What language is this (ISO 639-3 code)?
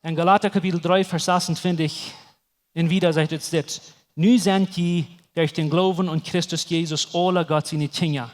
pdt